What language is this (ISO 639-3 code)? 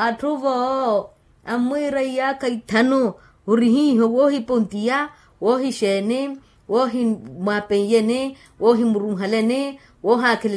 vmw